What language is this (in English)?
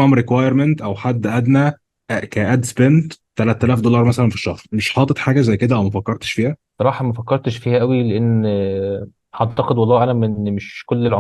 Egyptian Arabic